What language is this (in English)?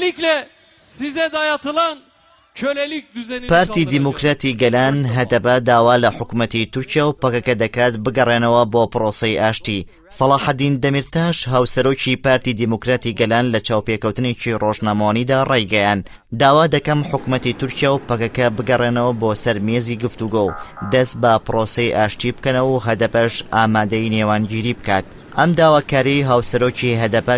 Central Kurdish